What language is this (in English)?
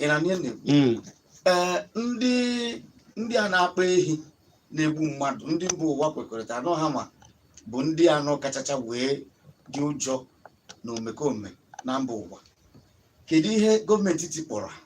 Igbo